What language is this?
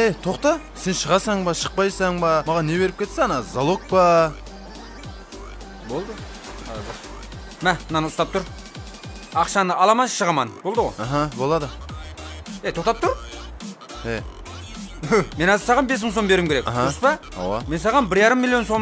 Kazakh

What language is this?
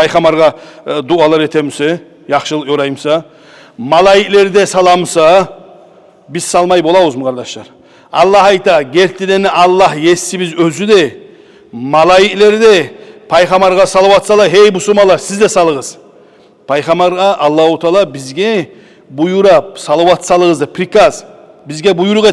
Kumyk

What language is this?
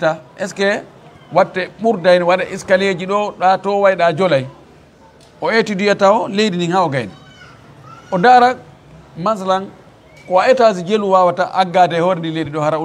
Fula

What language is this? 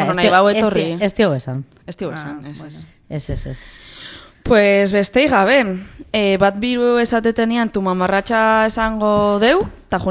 Basque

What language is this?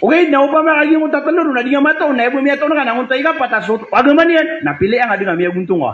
Maranao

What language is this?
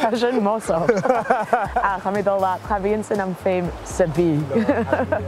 Scottish Gaelic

